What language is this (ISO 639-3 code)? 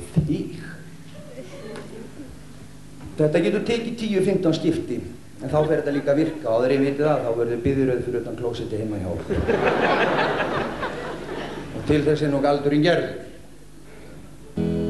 isl